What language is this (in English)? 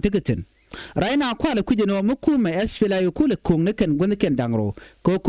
Nuer